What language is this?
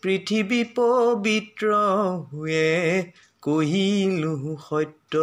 Assamese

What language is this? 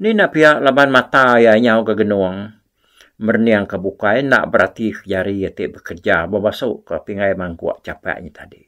Iban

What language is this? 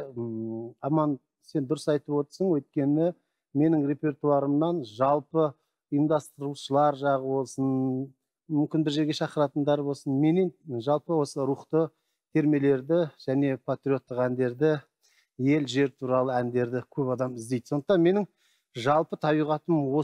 Kazakh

